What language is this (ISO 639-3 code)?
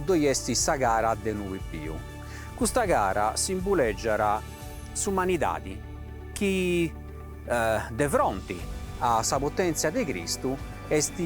srd